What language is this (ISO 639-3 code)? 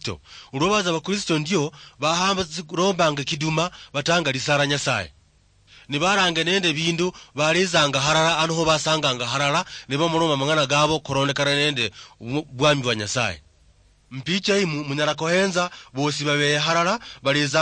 luy